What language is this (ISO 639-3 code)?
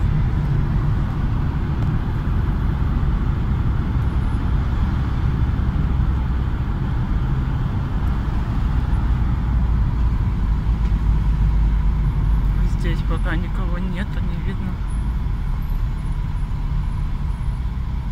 rus